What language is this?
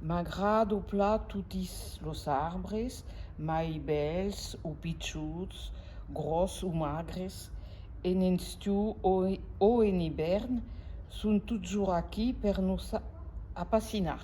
Occitan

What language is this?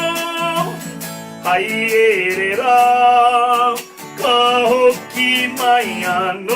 Māori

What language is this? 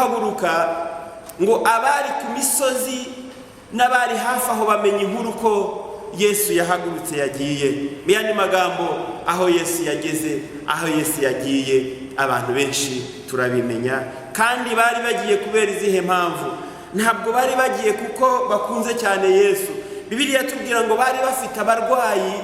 Kinyarwanda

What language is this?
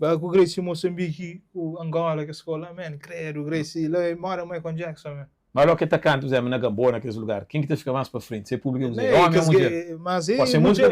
Kabuverdianu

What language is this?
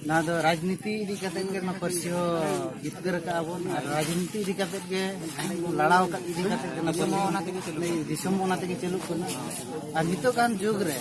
Santali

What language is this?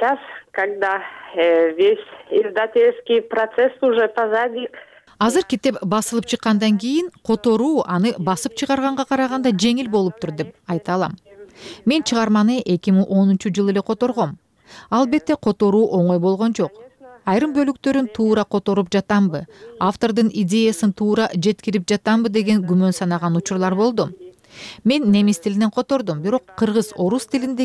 Kyrgyz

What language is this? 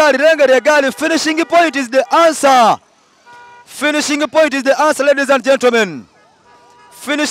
Soga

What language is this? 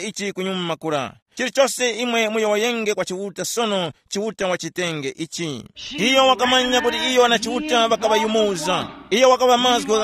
Tumbuka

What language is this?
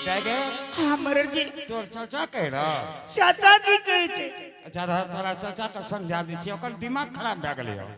Angika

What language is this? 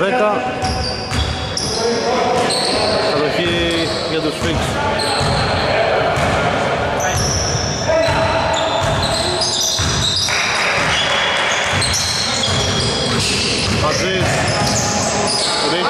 Greek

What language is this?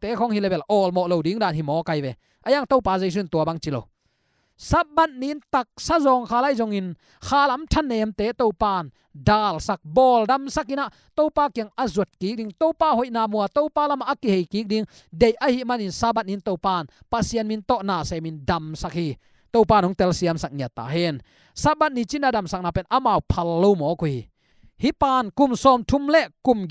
Tedim Chin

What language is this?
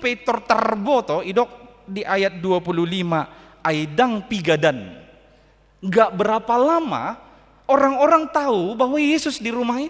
Batak Toba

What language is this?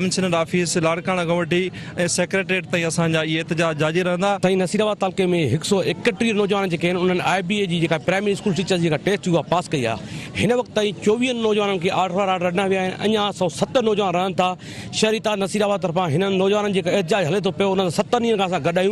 Sindhi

